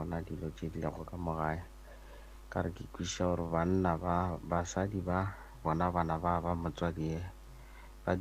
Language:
Northern Sotho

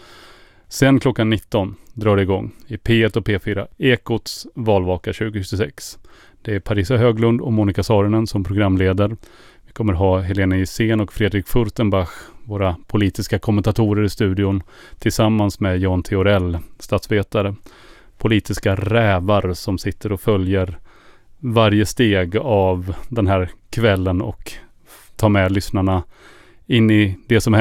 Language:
Swedish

